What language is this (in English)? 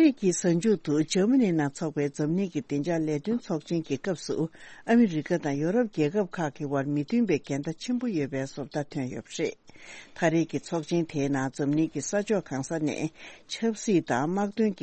Tibetan